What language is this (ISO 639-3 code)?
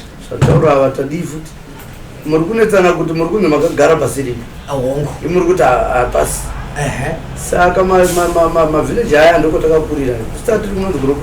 sna